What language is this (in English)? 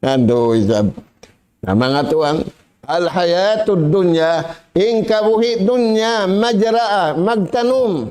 Tausug